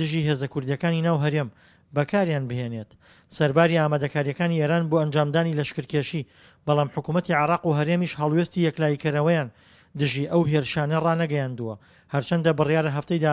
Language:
Central Kurdish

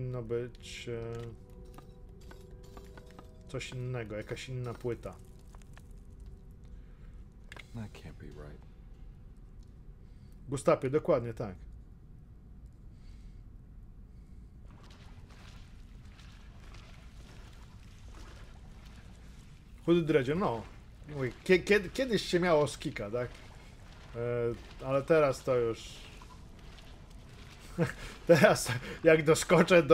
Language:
Polish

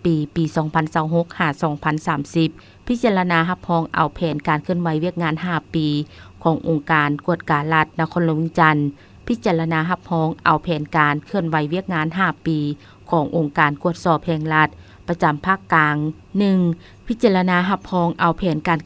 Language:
Lao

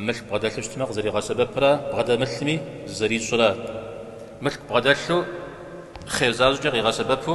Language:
Kabardian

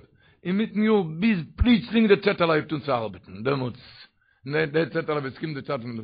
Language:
Yiddish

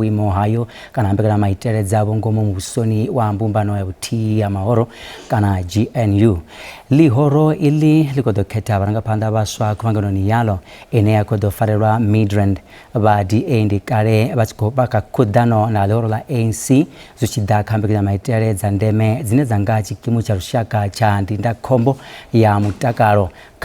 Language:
Venda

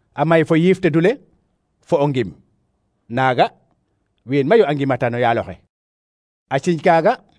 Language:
Serer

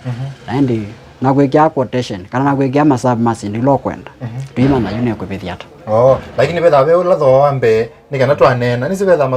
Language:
Kamba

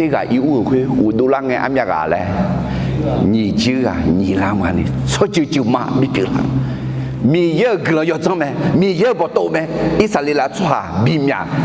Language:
Akha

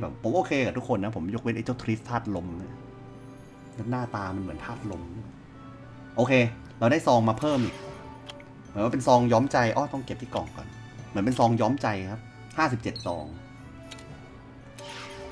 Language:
Thai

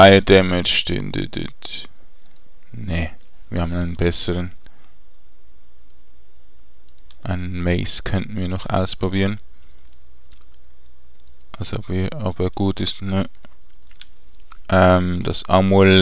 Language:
German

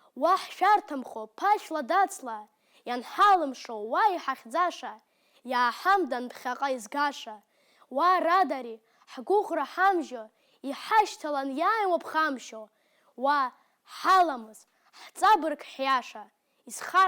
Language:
Abkhazian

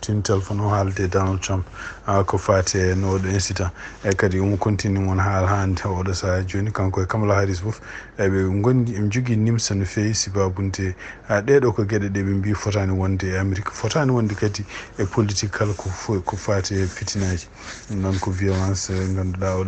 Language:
Fula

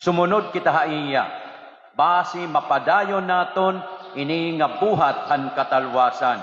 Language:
Waray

